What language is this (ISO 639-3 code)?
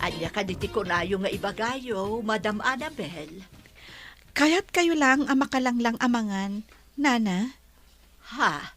ilo